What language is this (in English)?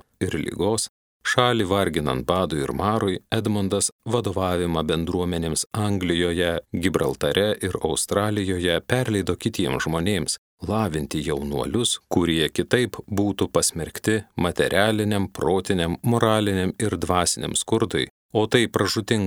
Lithuanian